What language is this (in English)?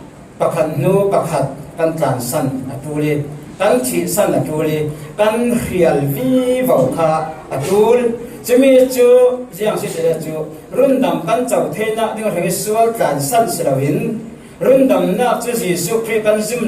Falam Chin